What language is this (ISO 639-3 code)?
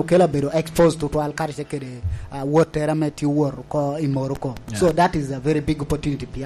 laj